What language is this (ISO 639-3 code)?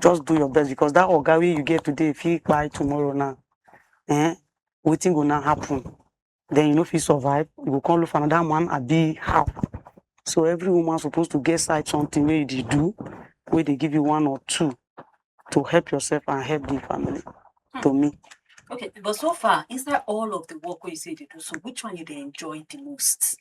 pcm